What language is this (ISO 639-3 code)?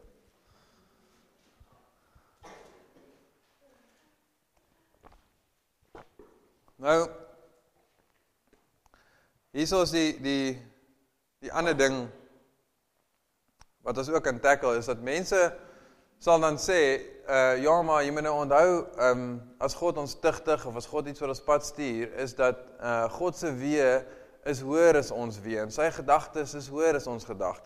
afr